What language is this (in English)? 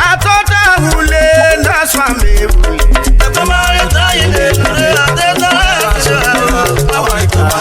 Urhobo